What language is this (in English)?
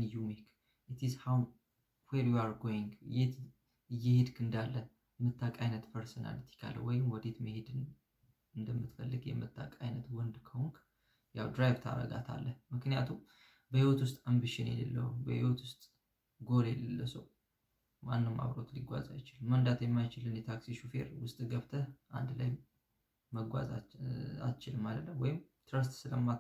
Amharic